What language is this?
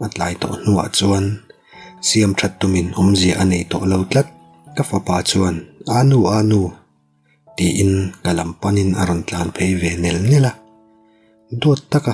Mizo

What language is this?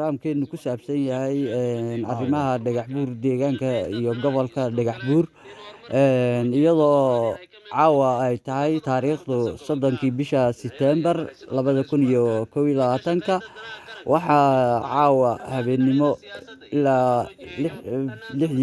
Somali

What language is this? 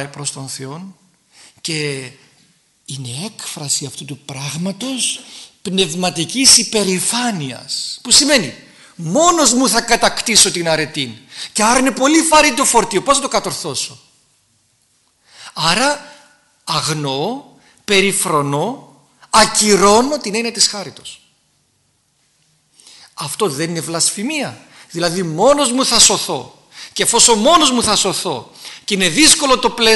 Greek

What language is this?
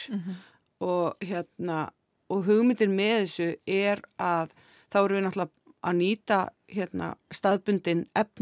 Icelandic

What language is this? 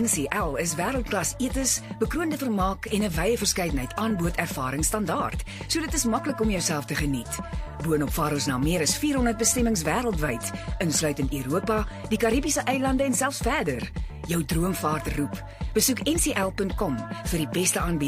Afrikaans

